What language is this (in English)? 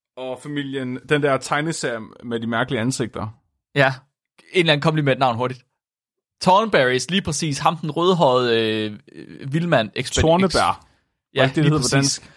Danish